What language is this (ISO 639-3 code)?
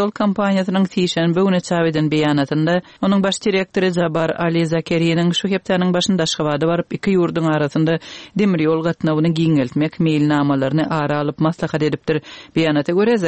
tuk